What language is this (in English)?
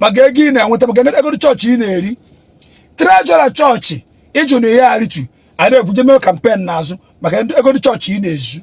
Igbo